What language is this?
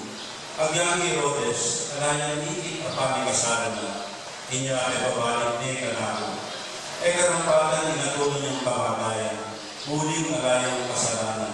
Pampanga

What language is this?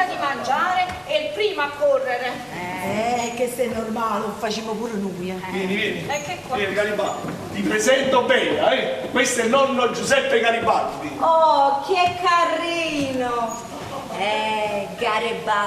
Neapolitan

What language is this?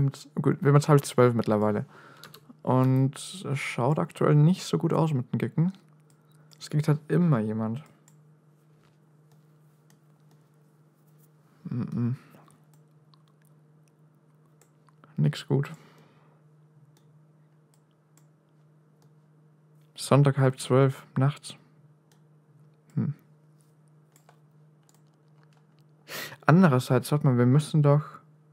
German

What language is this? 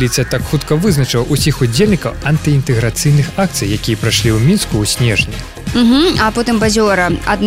Belarusian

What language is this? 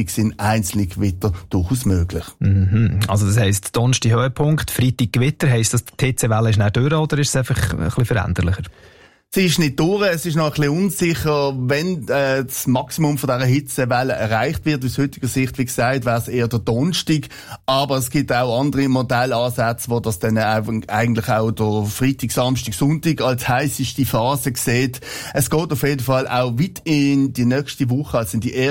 German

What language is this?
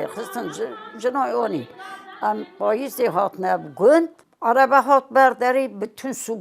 Kurdish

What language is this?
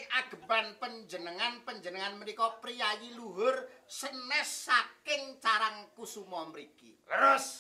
Javanese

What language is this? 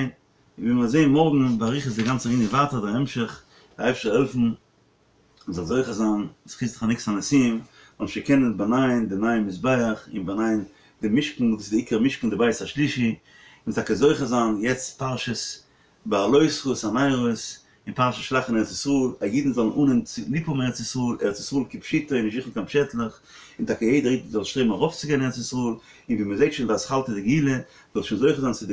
Yiddish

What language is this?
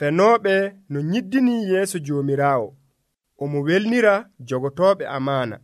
Nigerian Fulfulde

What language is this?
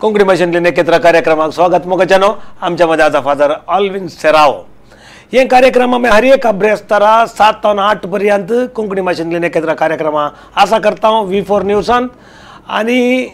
Konkani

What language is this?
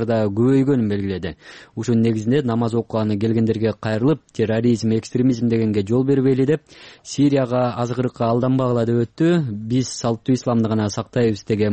Kyrgyz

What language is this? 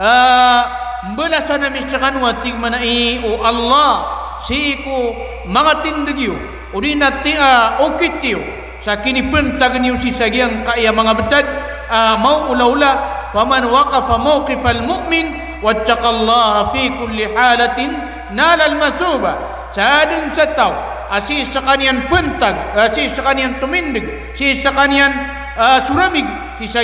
Maranao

